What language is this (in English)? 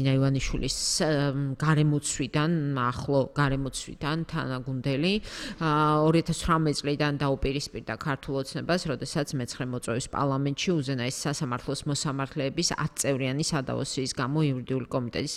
Georgian